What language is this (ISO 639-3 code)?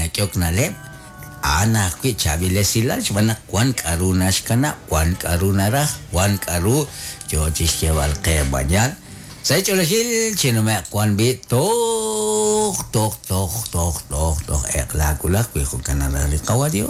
kek